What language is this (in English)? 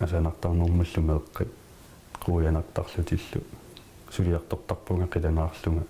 Kalaallisut